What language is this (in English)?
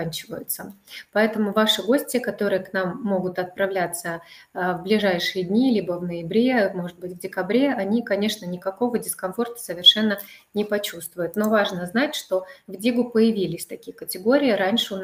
Russian